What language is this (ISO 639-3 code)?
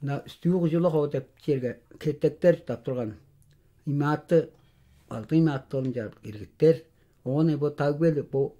tyv